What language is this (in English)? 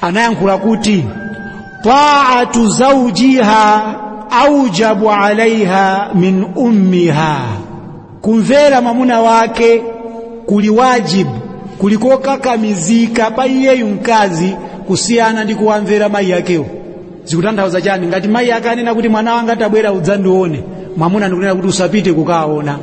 Nyanja